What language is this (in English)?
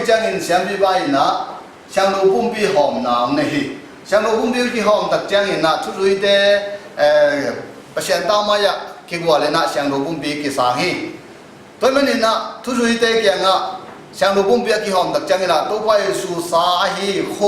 Tedim Chin